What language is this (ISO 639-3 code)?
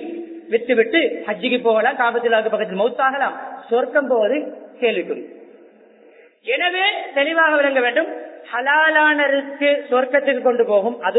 tam